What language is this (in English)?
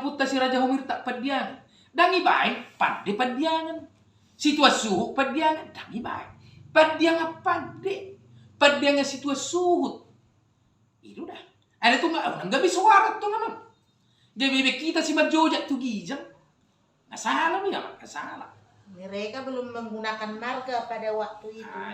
Batak Toba